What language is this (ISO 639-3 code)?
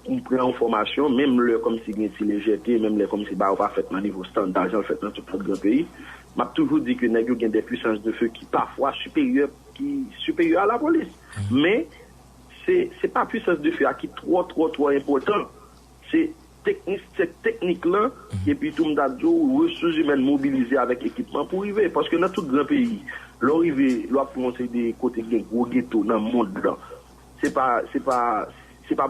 hat